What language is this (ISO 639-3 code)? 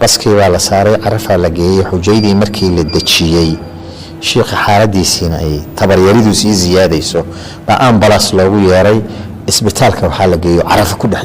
som